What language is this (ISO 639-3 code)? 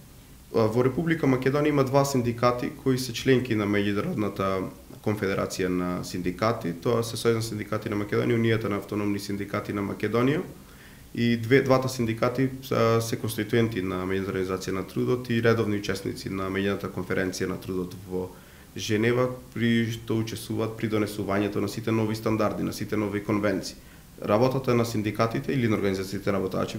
mkd